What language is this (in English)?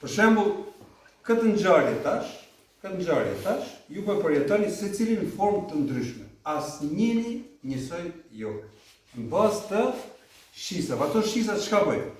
Albanian